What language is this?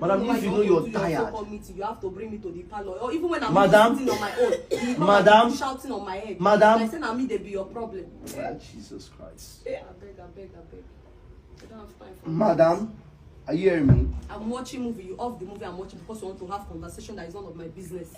Nigerian Pidgin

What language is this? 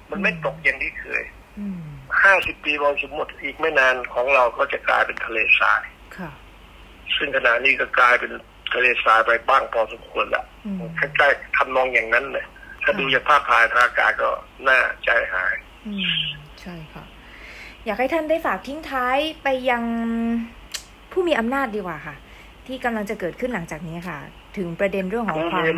Thai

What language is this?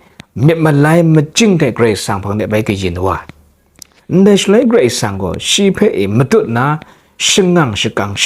Kachin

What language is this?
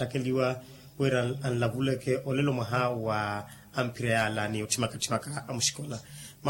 Makhuwa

